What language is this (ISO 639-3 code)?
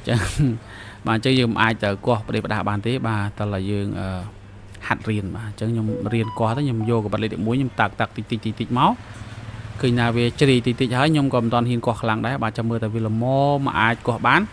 khm